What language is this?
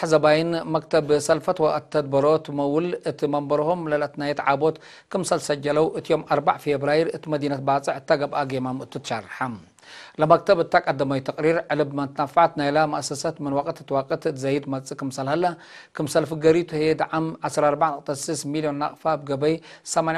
Tigre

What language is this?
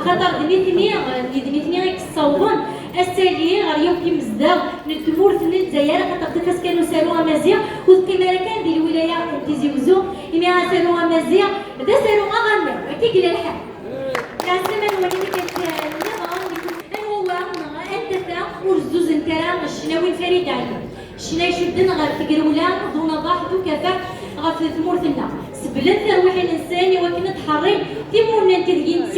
Kabyle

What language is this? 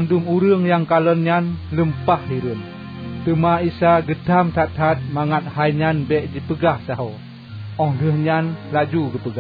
Achinese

